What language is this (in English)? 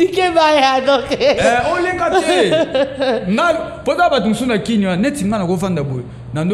Lingala